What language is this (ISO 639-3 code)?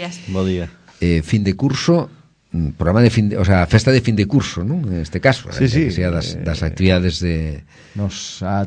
glg